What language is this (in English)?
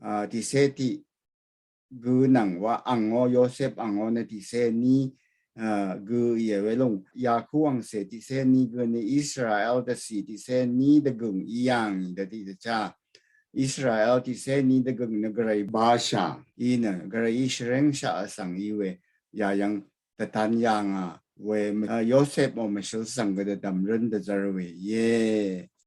Rawang